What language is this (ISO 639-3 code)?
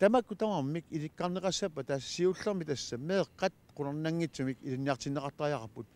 kal